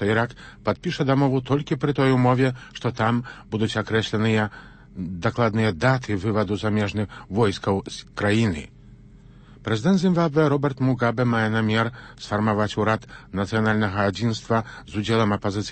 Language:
Belarusian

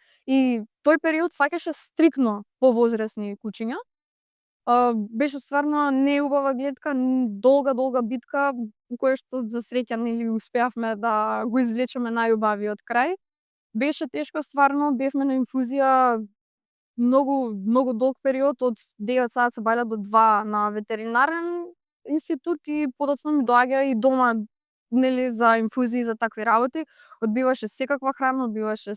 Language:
Macedonian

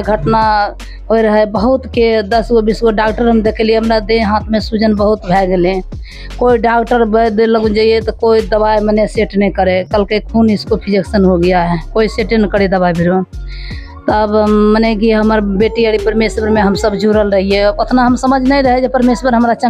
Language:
Maithili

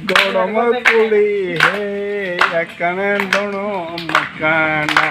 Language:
Santali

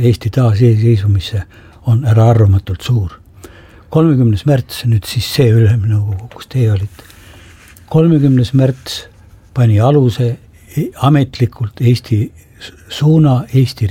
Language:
Estonian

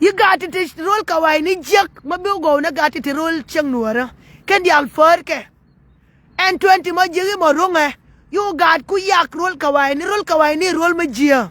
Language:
Nuer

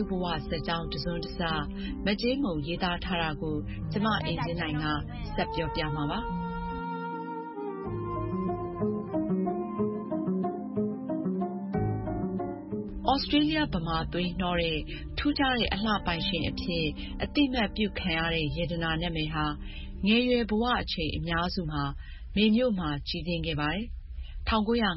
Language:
Burmese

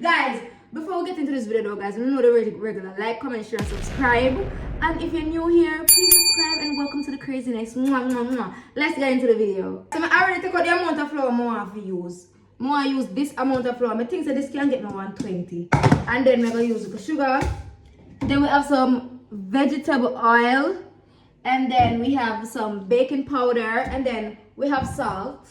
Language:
Jamaican Creole English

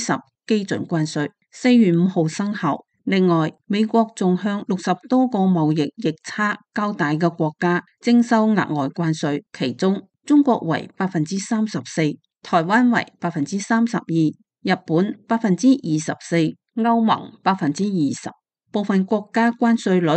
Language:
Cantonese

